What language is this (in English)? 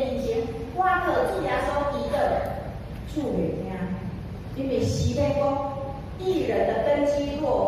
Min Nan Chinese